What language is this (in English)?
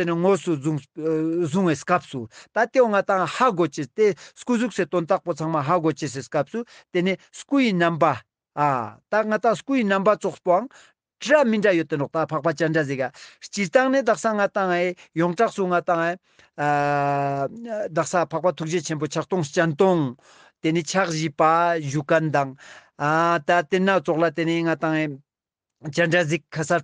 Ladakhi